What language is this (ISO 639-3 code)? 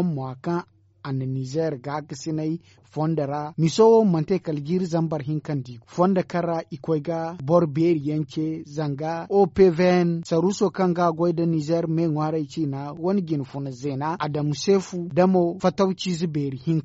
dje